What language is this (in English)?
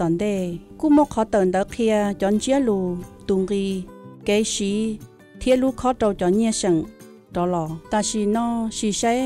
Vietnamese